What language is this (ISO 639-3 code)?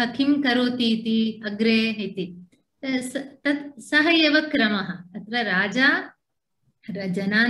san